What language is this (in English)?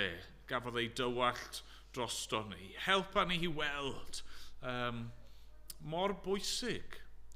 Welsh